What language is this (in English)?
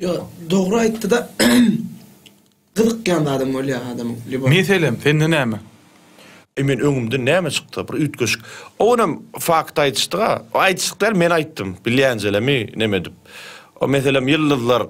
Turkmen